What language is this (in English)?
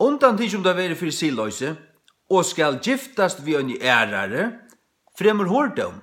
Faroese